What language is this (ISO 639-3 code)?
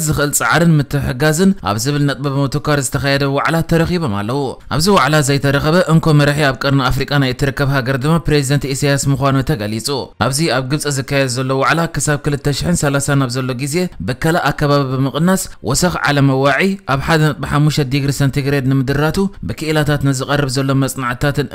tir